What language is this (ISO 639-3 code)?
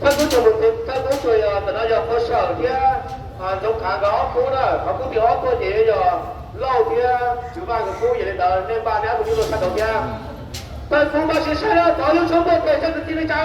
hmn